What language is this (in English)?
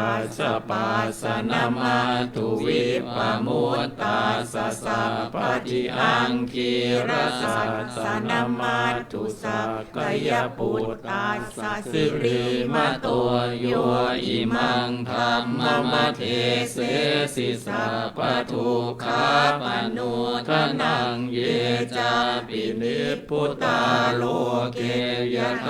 Pali